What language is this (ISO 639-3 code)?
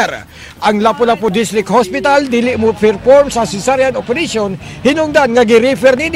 ceb